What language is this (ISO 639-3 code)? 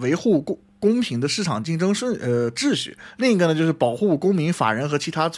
zho